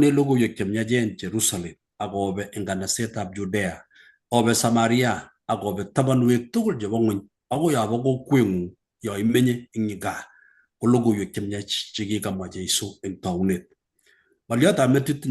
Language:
Kalenjin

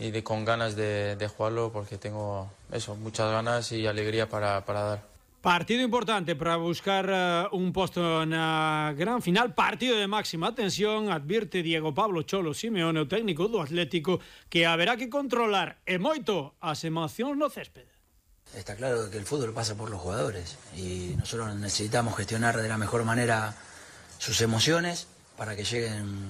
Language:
Galician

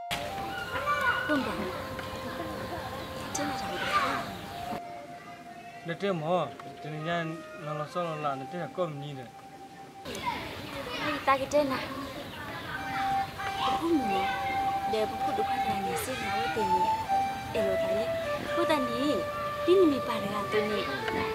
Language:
S'gaw Karen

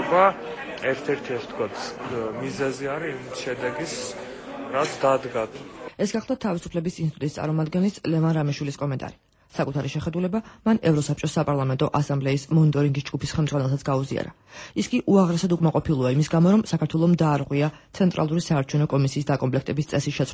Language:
Georgian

